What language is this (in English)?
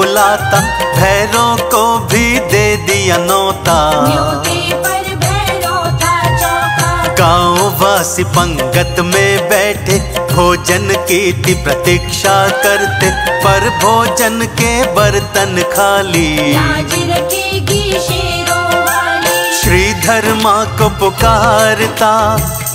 Hindi